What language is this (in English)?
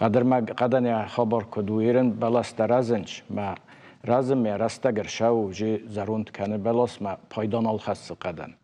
Ossetic